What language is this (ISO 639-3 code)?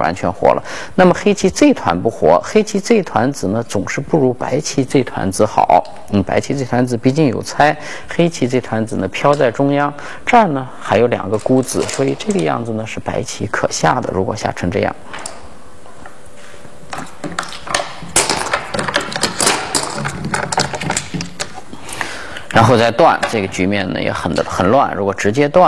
zho